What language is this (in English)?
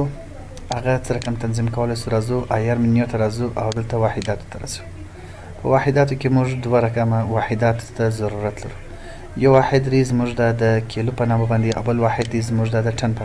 Pashto